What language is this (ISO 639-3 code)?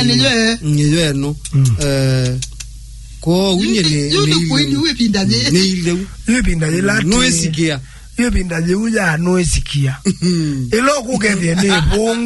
kam